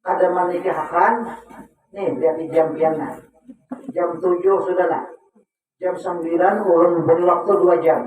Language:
Banjar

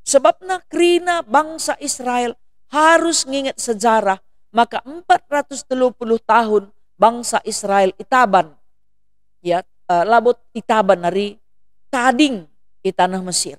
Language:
Batak Karo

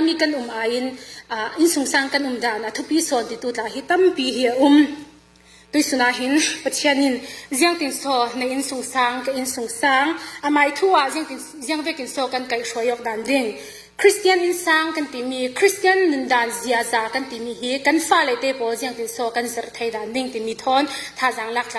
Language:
Falam Chin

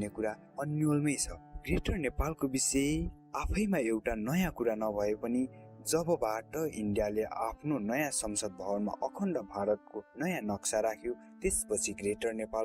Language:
Nepali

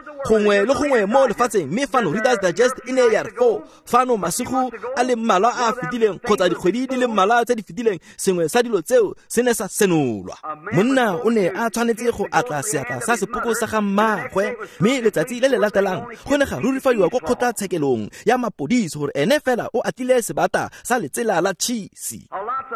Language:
Tswana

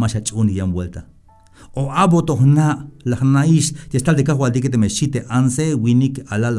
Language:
Tzeltal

